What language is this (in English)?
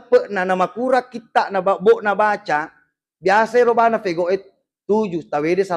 Buginese